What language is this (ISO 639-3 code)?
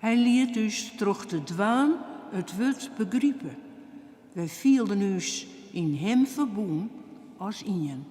fry